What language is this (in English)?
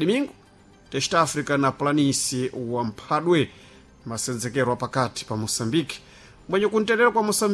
Sena